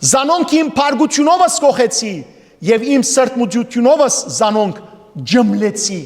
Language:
Western Armenian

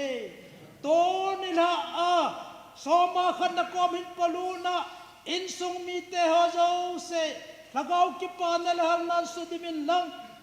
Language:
Thado Chin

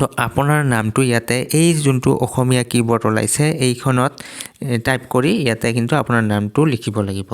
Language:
Assamese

